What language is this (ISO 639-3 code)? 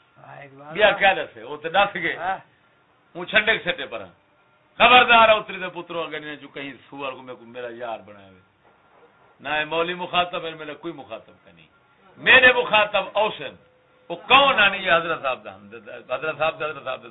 skr